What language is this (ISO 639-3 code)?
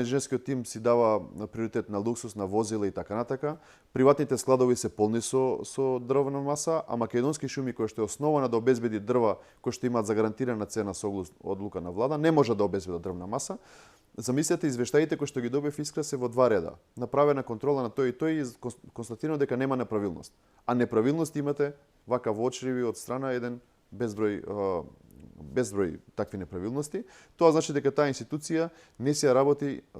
mkd